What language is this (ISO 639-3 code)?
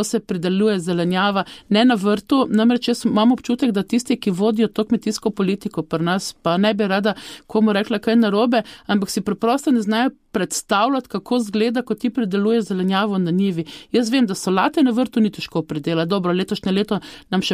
slv